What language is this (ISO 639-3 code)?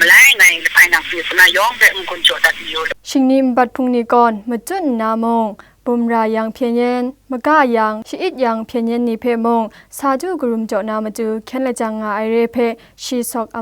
kac